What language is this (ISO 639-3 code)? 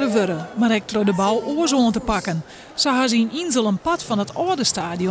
fry